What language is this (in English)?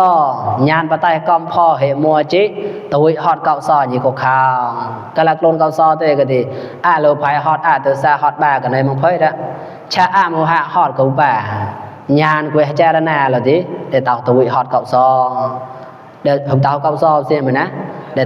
Mon